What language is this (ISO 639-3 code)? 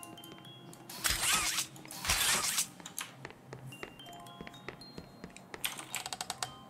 ita